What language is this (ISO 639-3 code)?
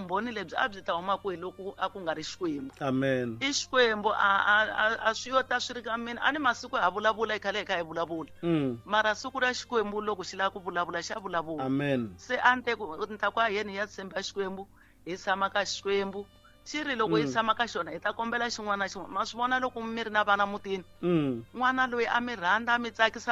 tso